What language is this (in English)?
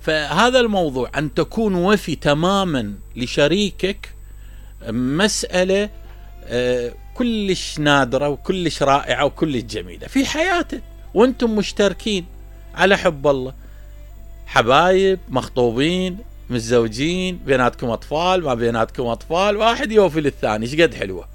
Mesopotamian Arabic